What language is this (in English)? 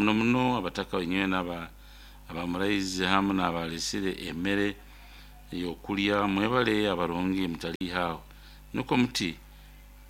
Nyoro